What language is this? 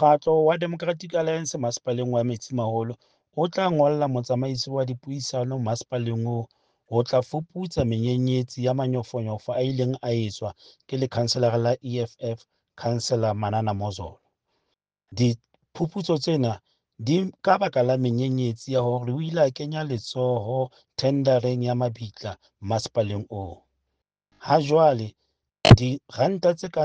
Southern Sotho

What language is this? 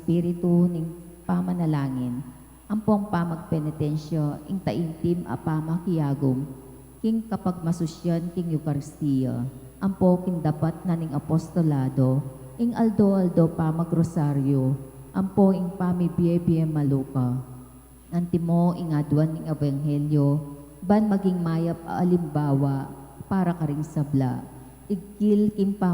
Pampanga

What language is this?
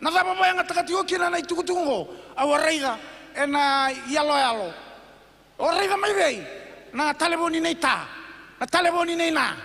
Fijian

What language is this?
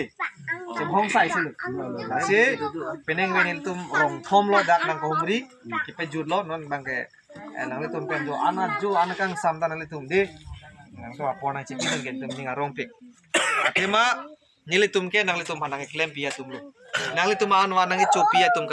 Karbi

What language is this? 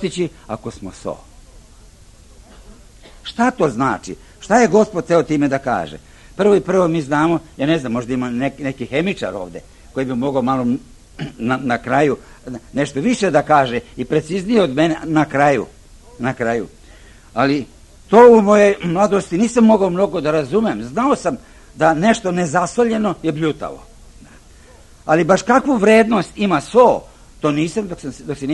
Serbian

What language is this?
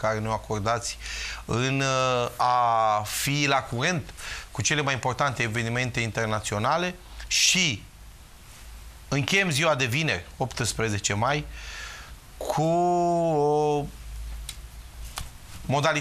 Romanian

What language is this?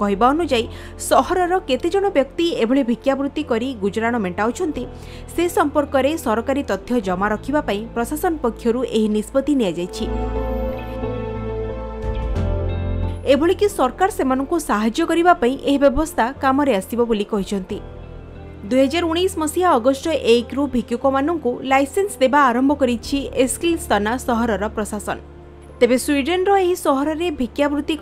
Odia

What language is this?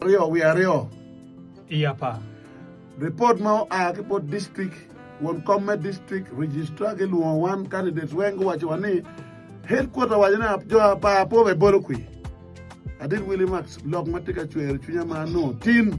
Acoli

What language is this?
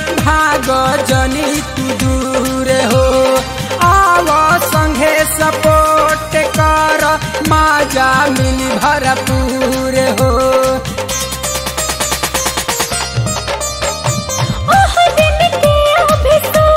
Bhojpuri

